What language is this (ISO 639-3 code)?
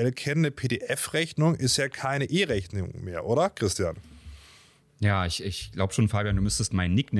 deu